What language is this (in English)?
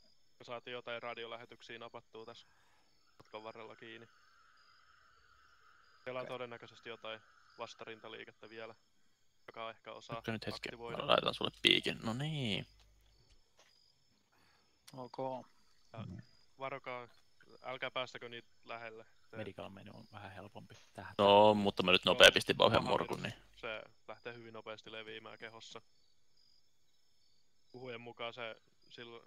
Finnish